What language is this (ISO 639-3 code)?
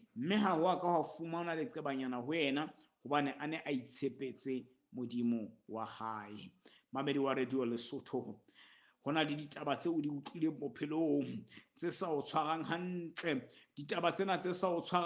sot